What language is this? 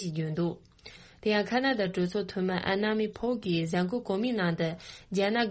Tibetan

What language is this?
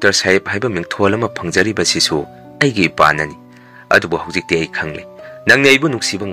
Manipuri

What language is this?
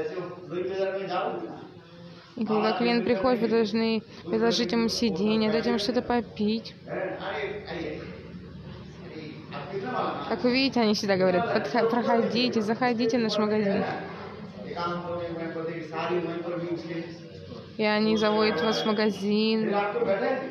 Russian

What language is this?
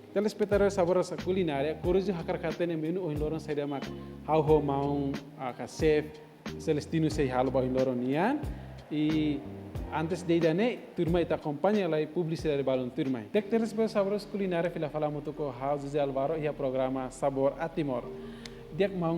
Tetum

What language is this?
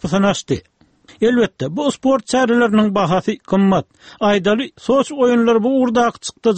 Turkmen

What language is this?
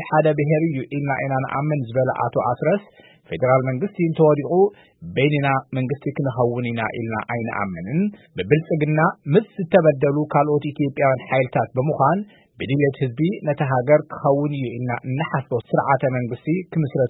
Tigrinya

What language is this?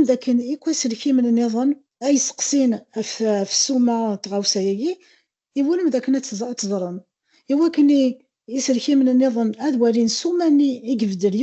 Kabyle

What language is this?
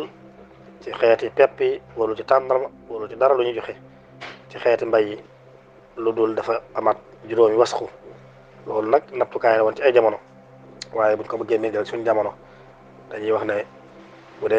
Wolof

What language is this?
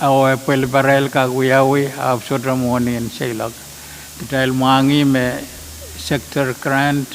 Pohnpeian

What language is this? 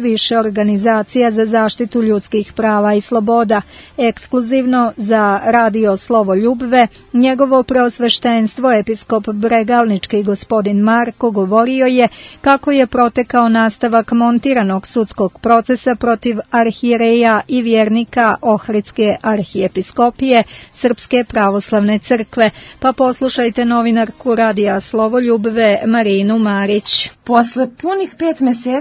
Serbian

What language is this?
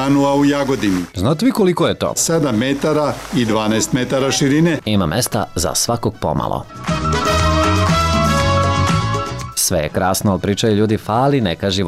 Serbian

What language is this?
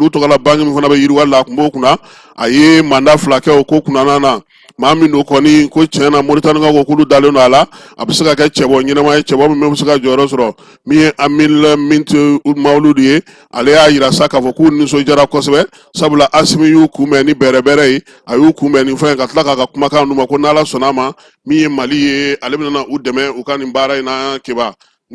Bambara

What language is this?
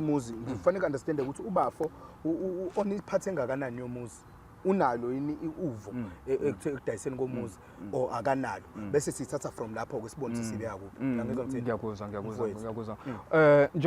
Zulu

